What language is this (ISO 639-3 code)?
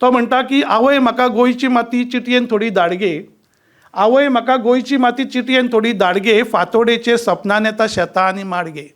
kok